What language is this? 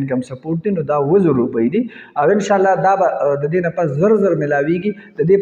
Pashto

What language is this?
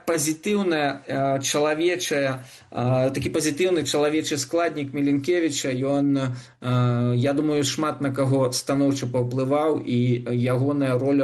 Belarusian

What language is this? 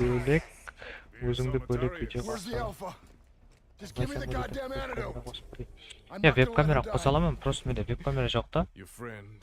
Kara-Kalpak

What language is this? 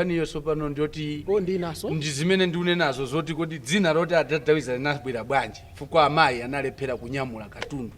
Nyanja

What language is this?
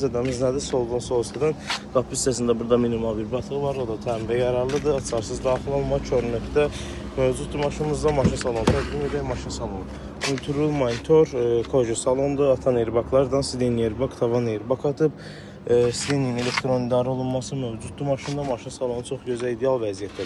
Azerbaijani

